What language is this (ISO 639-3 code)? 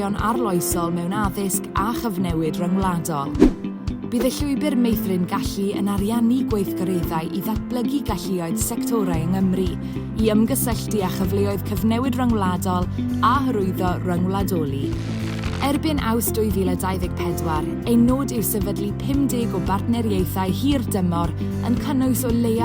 cym